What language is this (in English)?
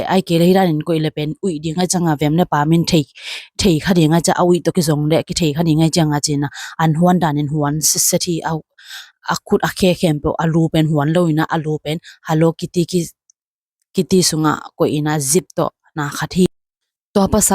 Tedim Chin